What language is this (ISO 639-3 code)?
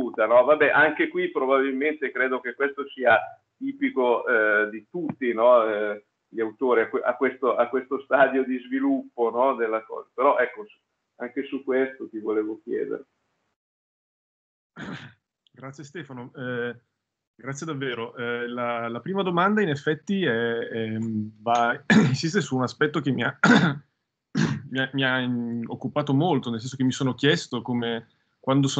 ita